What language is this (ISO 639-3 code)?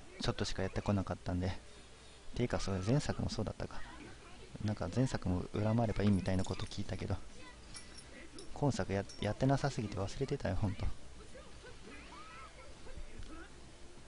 jpn